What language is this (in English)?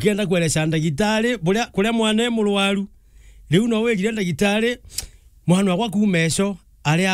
Meru